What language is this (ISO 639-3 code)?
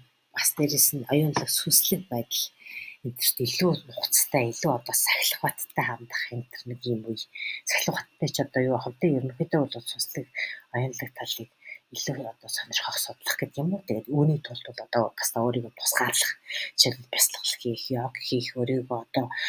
mon